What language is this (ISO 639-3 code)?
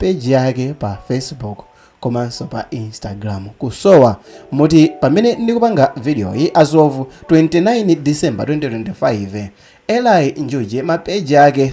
nya